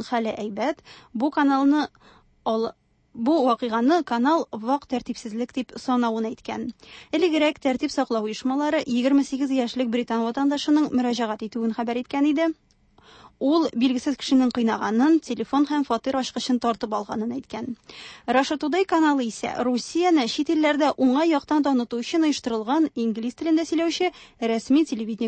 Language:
Tatar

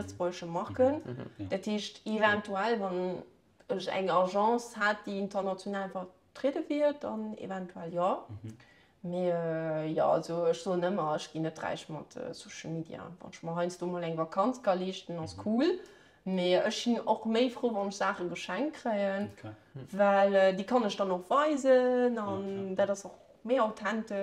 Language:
Luxembourgish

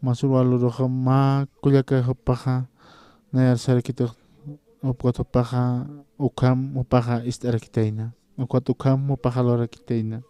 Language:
Aymara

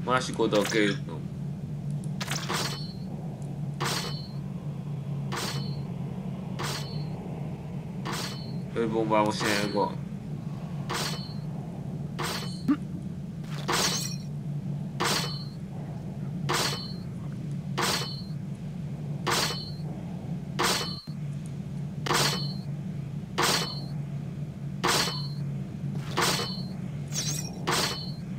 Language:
Hungarian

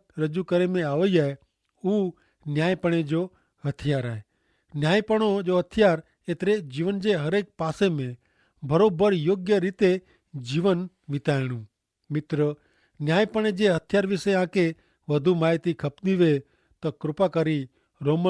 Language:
Kachhi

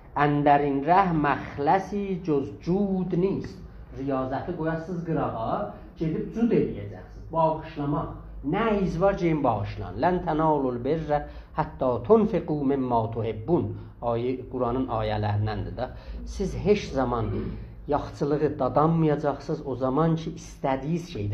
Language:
South Azerbaijani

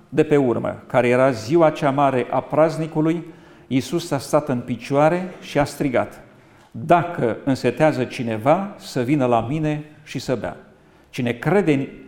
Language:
Romanian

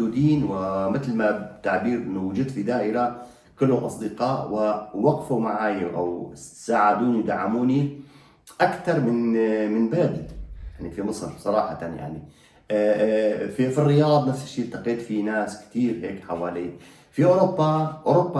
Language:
Egyptian Arabic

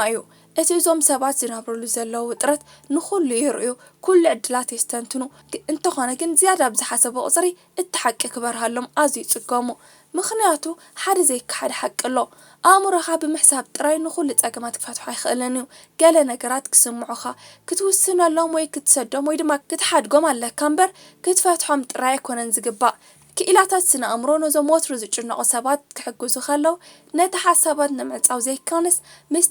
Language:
Tigrinya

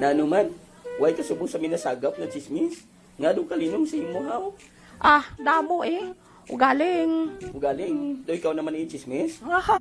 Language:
Hiligaynon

